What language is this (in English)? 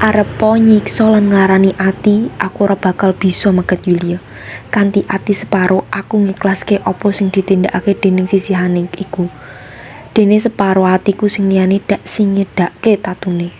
Javanese